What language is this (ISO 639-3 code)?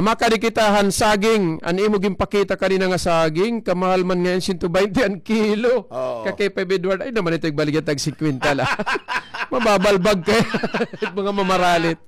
war